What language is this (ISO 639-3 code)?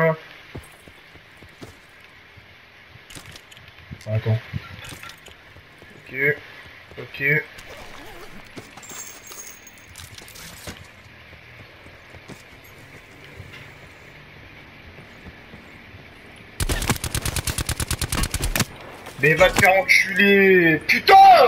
fra